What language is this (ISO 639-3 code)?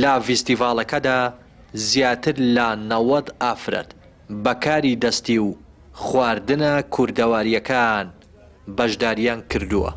ckb